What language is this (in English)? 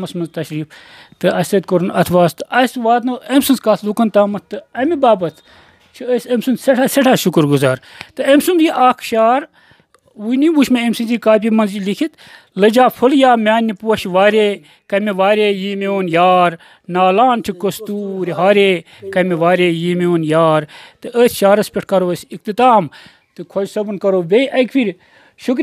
Kashmiri